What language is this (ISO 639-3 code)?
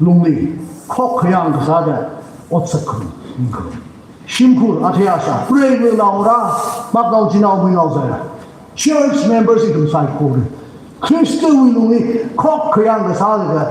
nmf